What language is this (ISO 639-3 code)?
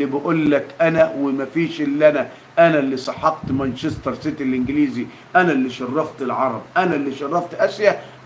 arz